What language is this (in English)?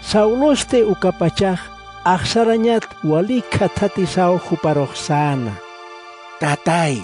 Aymara